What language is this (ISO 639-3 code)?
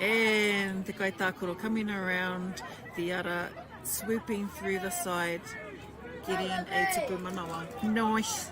mri